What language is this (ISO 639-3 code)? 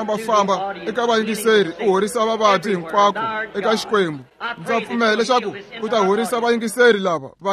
tso